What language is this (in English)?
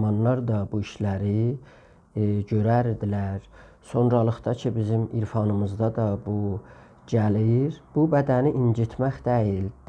South Azerbaijani